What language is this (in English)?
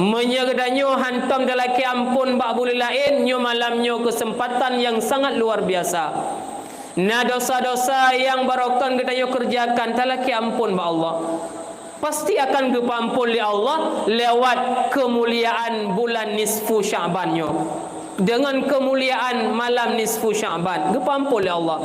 Achinese